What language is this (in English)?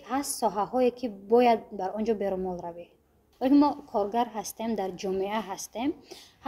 Tajik